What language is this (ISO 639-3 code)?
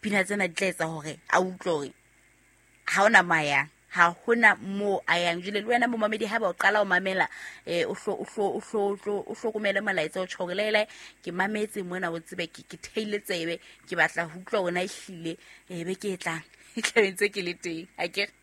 sot